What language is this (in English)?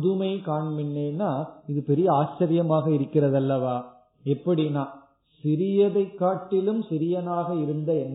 Tamil